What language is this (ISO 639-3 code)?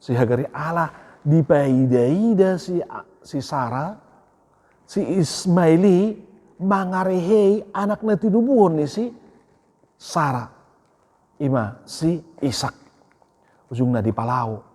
bbc